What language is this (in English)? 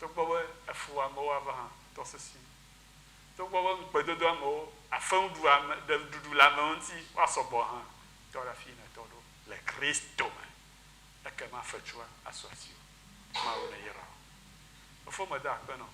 Ewe